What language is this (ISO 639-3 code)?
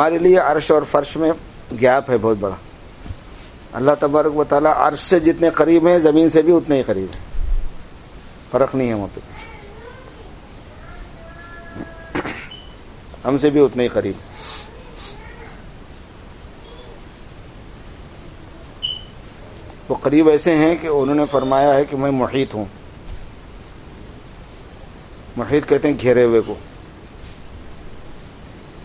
urd